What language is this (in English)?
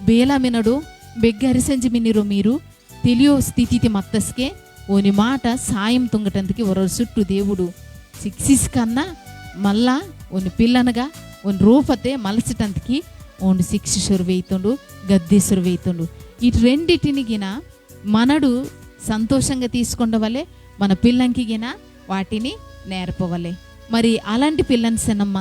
Koya